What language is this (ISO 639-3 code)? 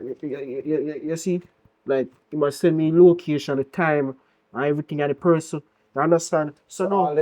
jam